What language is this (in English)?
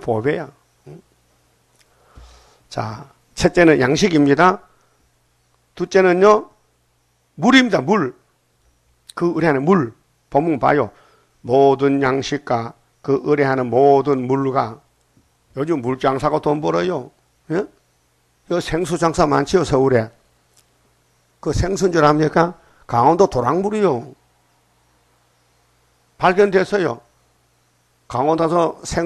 Korean